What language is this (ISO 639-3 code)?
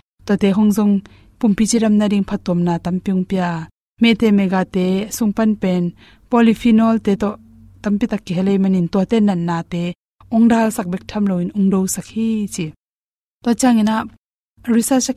ctd